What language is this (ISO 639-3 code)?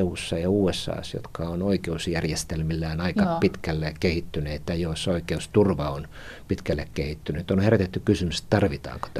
fin